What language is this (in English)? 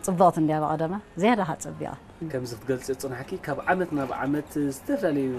Tigrinya